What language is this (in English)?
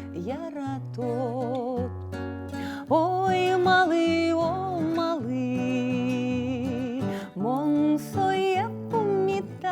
Udmurt